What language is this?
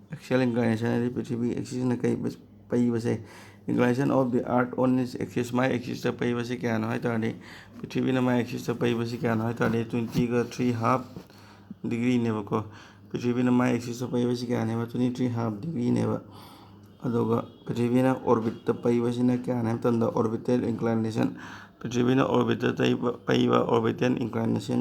Manipuri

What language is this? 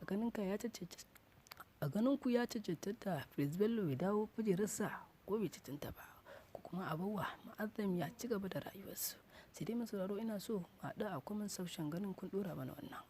Hausa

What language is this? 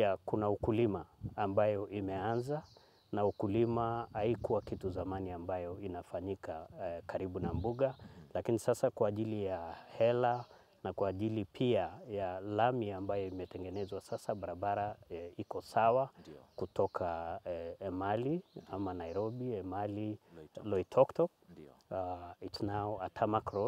Swahili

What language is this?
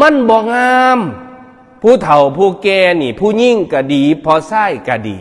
Northeastern Thai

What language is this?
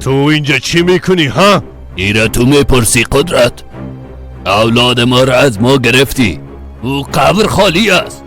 Persian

